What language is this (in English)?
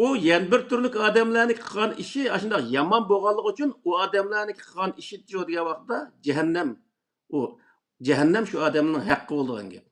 Uyghur